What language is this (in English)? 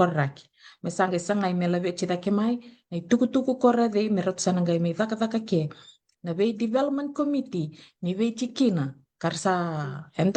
Fijian